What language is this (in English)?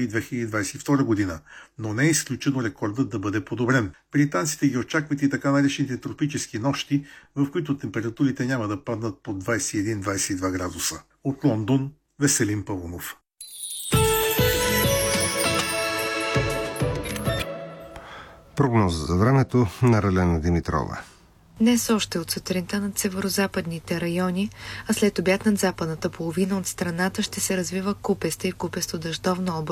Bulgarian